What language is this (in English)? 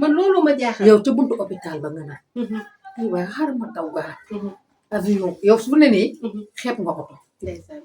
Wolof